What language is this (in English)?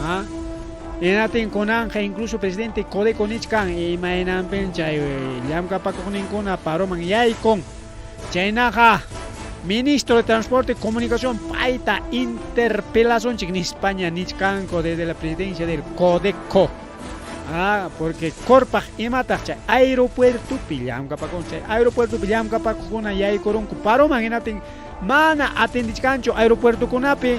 Ayacucho Quechua